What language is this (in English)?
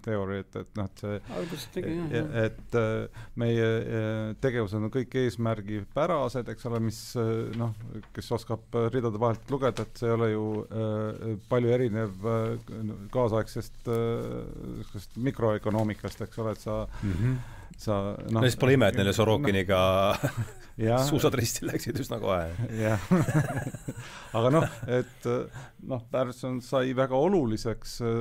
Estonian